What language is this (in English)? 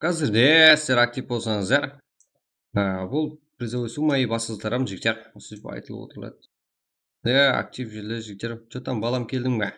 Kara-Kalpak